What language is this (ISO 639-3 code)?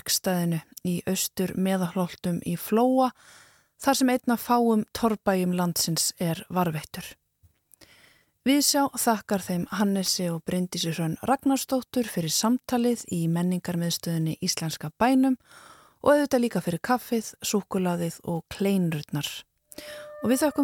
isl